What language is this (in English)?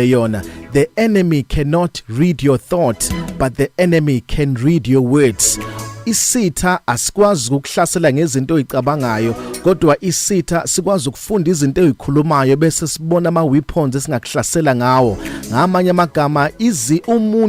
Zulu